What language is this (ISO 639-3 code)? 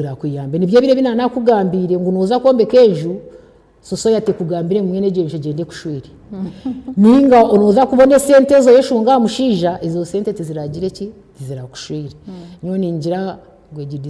nyn